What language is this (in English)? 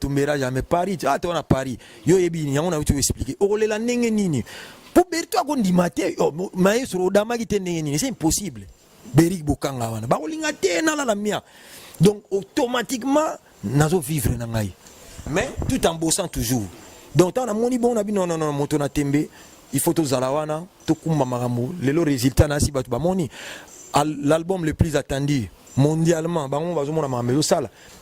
Lingala